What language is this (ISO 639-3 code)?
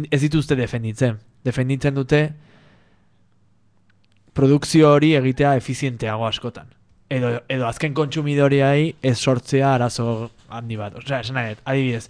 eus